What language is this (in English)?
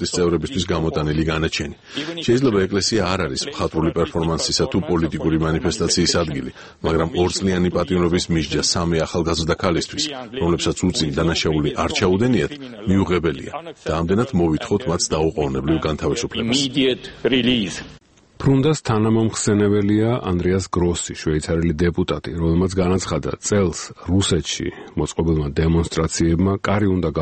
Georgian